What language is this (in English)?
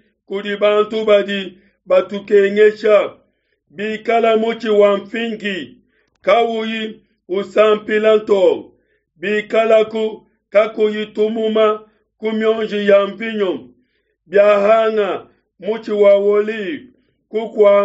Luba-Lulua